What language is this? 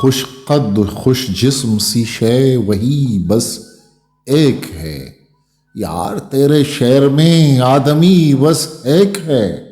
Eastern Balochi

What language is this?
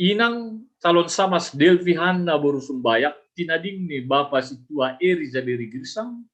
Batak Simalungun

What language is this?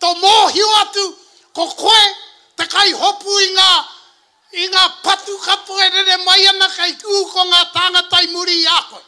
Māori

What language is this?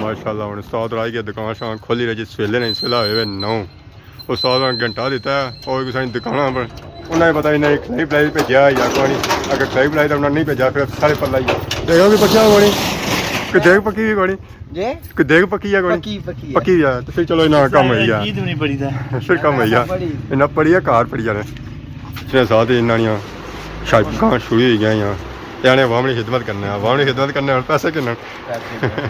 Pahari-Potwari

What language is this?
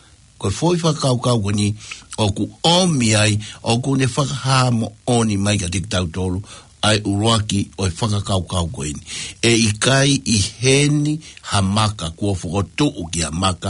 Tongan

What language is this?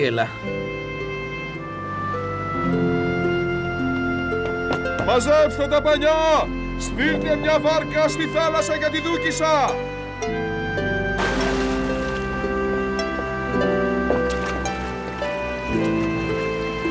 Greek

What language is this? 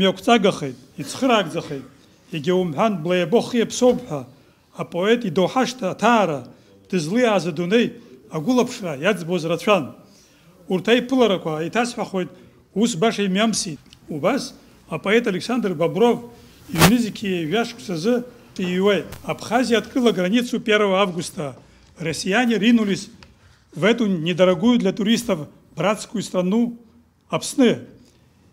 Abkhazian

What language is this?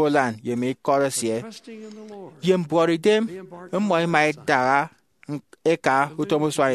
Efik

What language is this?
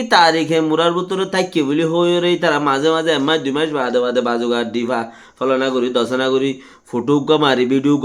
Rohingya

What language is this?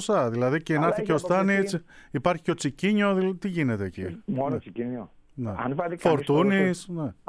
Greek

